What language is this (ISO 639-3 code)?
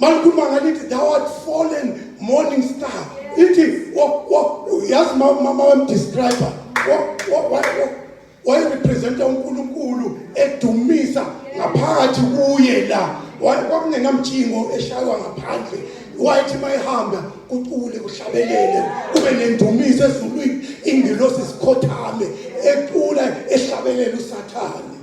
zul